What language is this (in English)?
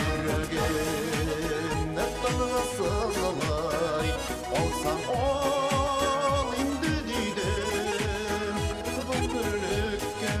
Bashkir